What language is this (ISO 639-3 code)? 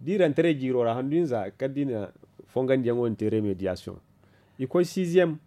dje